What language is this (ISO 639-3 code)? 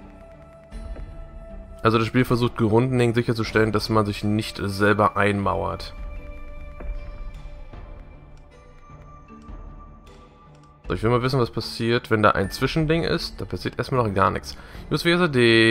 deu